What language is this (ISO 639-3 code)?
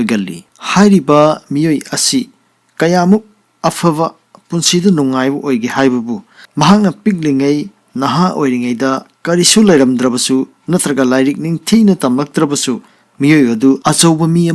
mni